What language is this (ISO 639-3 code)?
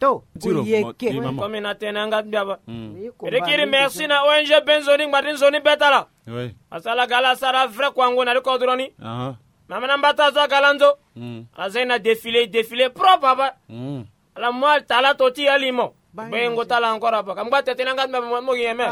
sag